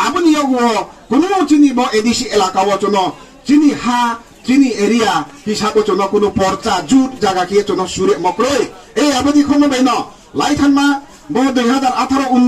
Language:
Kok Borok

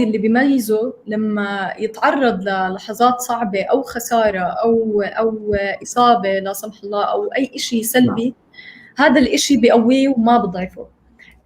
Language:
North Levantine Arabic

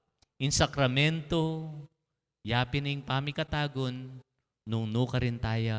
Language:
Pampanga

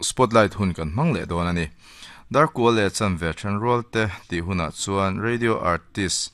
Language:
Mizo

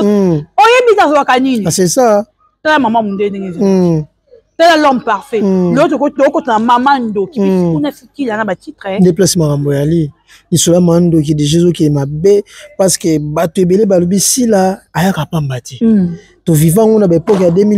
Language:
Lingala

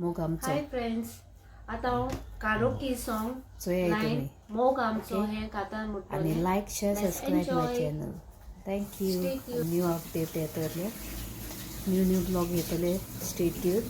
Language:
Konkani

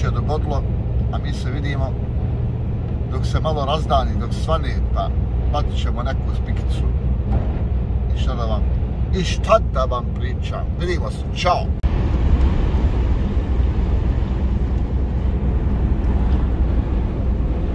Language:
Croatian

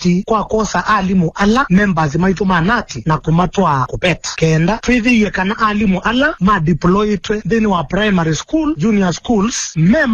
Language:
Kamba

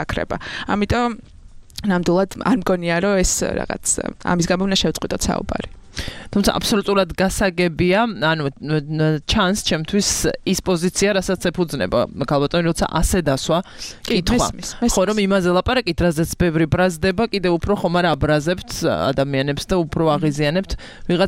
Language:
Georgian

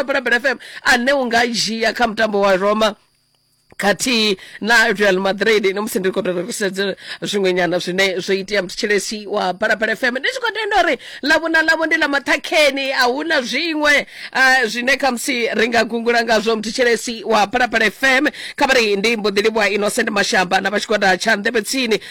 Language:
Venda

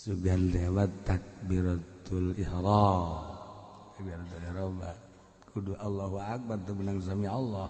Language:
Sundanese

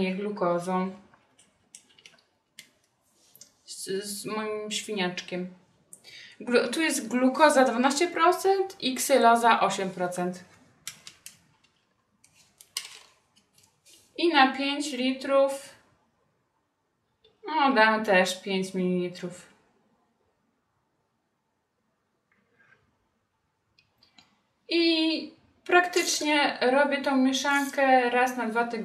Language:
Polish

